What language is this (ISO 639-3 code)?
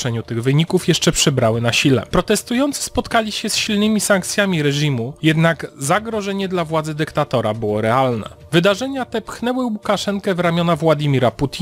pol